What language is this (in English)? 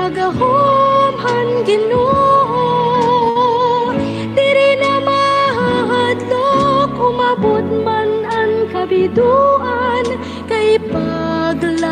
Waray